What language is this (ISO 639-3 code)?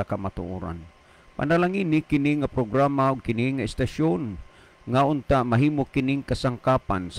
ceb